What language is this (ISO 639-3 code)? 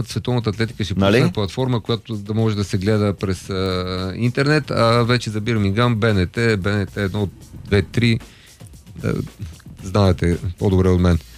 bul